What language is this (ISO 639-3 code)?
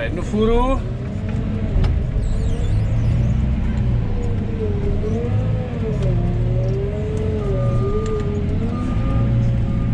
ces